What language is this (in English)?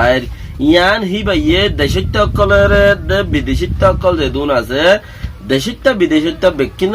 Rohingya